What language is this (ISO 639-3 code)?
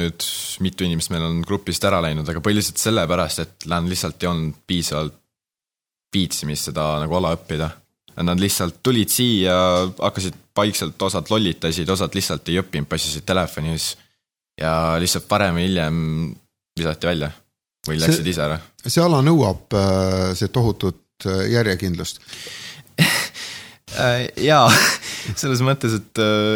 est